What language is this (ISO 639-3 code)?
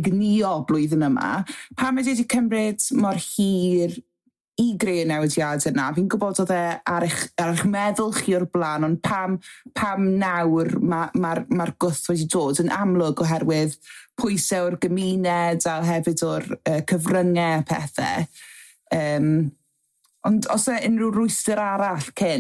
cym